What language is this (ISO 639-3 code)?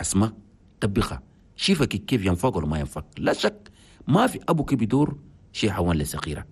shu